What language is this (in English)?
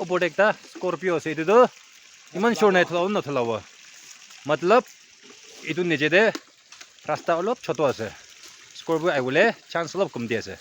Naga Pidgin